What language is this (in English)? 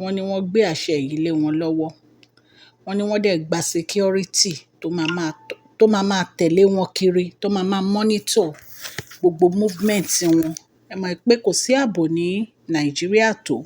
Yoruba